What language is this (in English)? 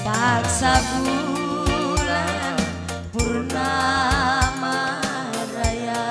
Batak Karo